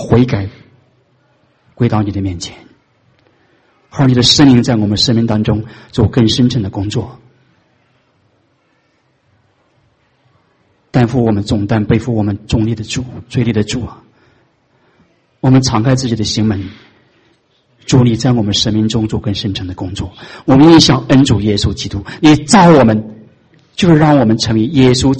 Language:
Chinese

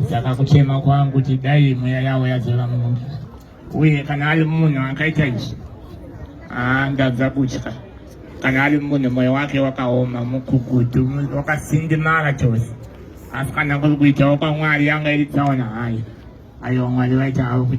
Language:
Shona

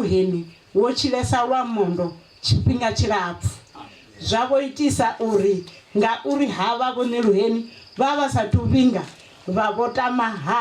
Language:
Venda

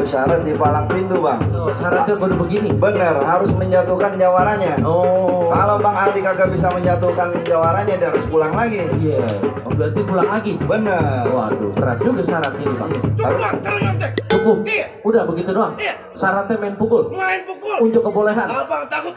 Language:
Betawi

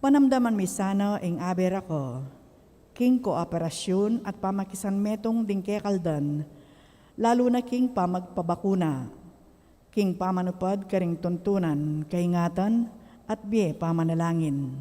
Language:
Pampanga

